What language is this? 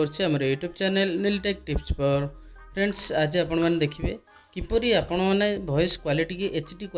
Odia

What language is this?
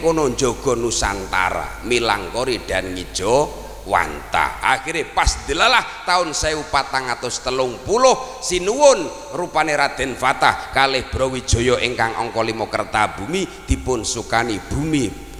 Javanese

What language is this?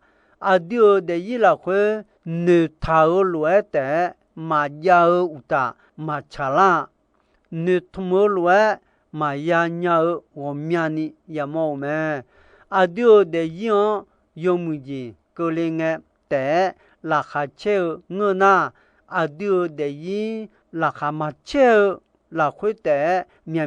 Akha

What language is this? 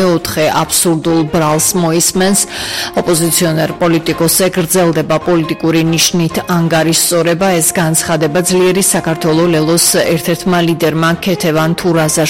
Georgian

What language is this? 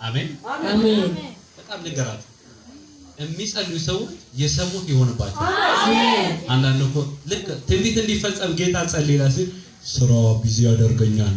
Amharic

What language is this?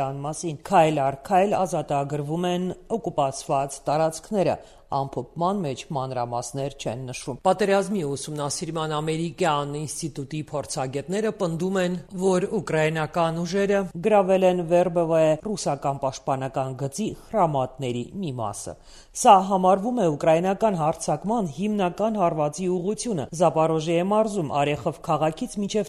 Armenian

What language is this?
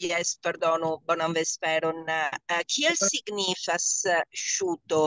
Esperanto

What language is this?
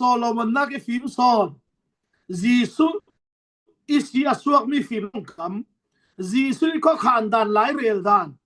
Falam Chin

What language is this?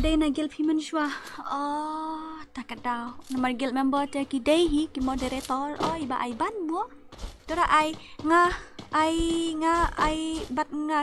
Khasi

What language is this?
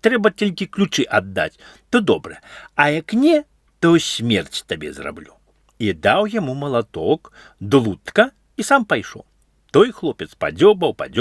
Belarusian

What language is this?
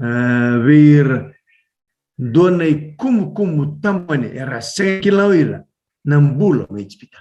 Fijian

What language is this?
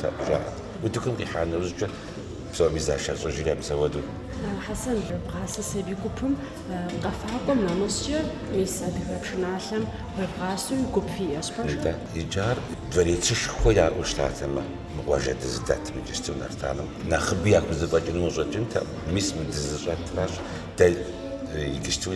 Kabardian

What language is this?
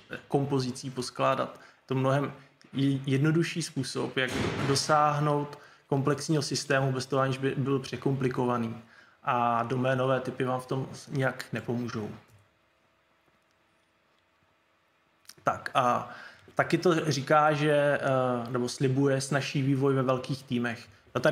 Czech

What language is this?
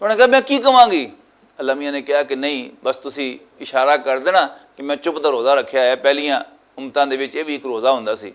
Western Panjabi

